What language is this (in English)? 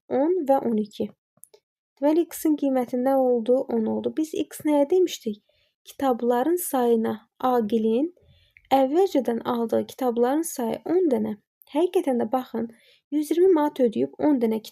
Azerbaijani